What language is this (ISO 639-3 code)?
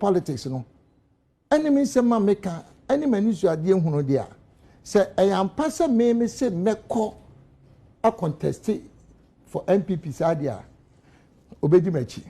aka